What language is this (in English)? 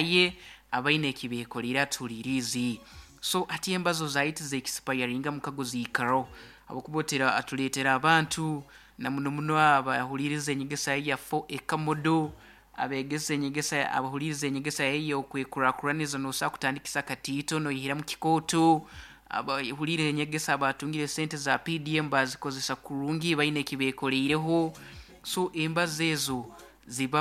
Nyoro